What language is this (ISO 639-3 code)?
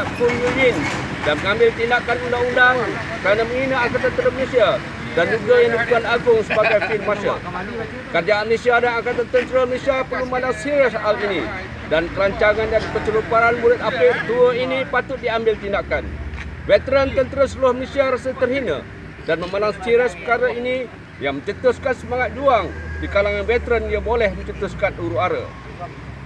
msa